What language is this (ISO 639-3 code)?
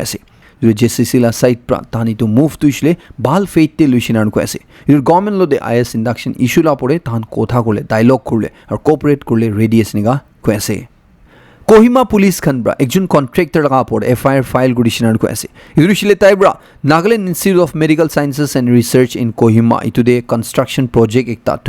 nag